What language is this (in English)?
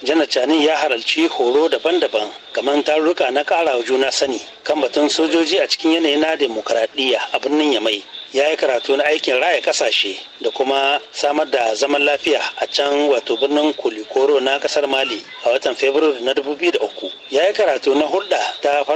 Hausa